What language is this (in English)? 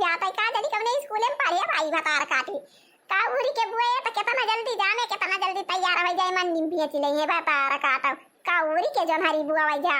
Awadhi